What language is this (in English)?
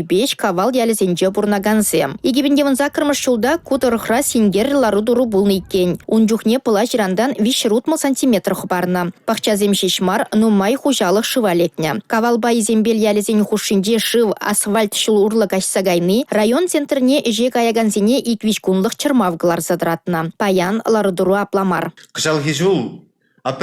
Chuvash